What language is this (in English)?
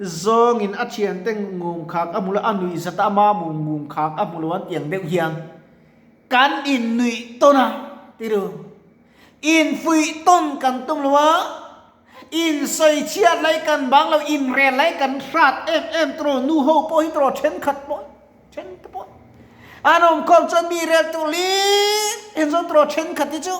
Mizo